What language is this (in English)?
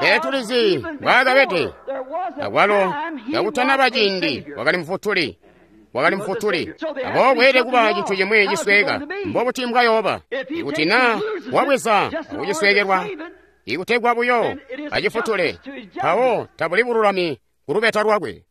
Tonga (Zambia)